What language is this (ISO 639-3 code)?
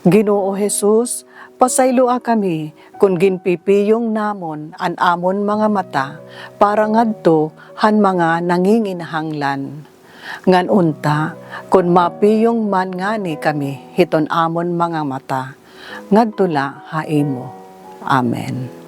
war